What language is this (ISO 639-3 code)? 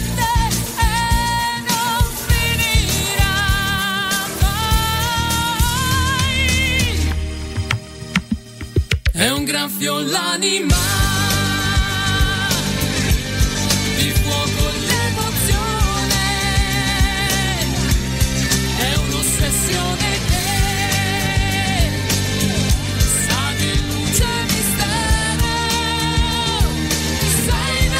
ita